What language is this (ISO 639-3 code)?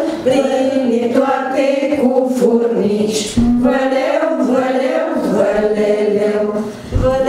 ron